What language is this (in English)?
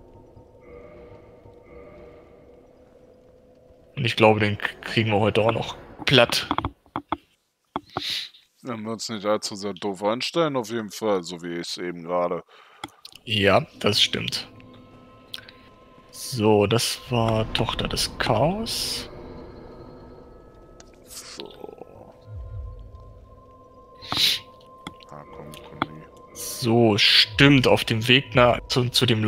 German